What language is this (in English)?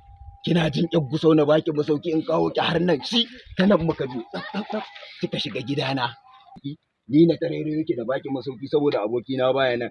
Hausa